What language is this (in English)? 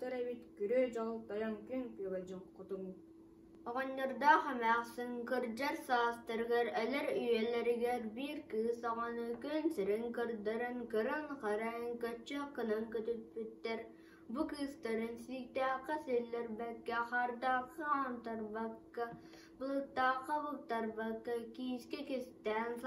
Yakut